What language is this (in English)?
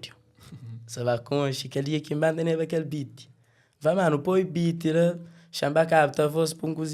Kabuverdianu